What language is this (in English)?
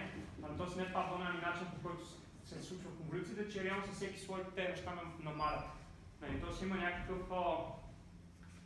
Bulgarian